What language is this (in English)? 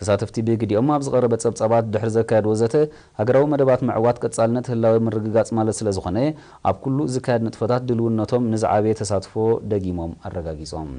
Tigrinya